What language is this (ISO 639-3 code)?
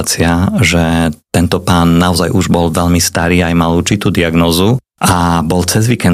slk